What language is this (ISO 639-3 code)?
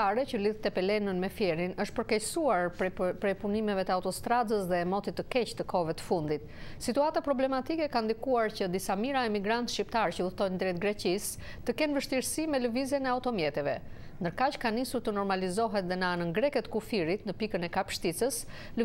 sqi